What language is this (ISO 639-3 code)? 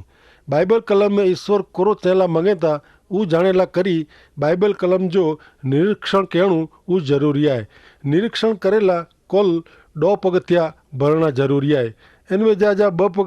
kfr